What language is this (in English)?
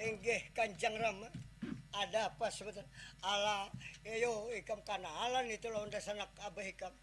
Banjar